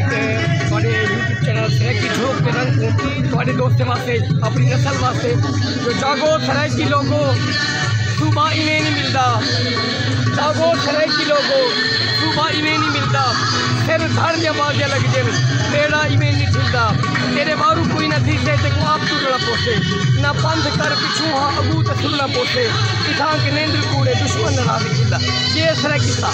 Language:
Saraiki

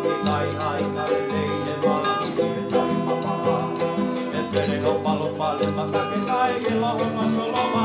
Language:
Tongan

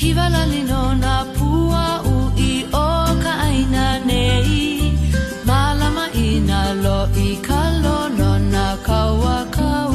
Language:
Hawaiian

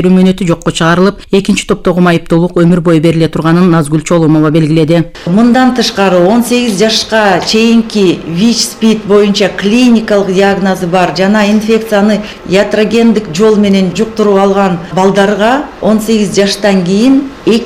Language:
Kyrgyz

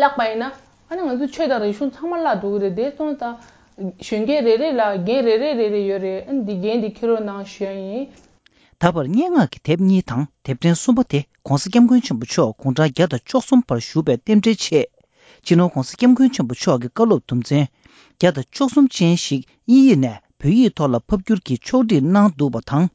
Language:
Tibetan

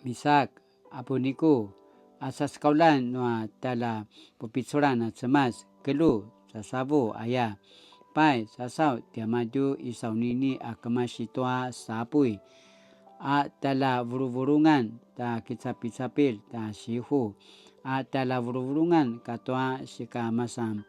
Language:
Paiwan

